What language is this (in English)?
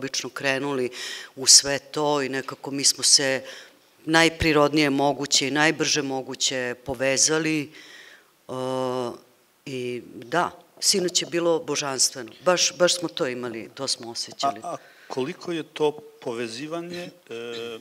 Serbian